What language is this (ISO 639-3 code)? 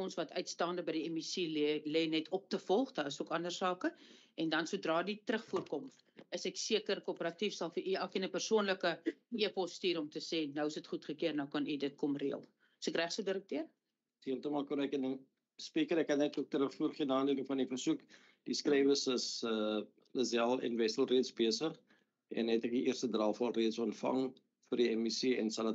afr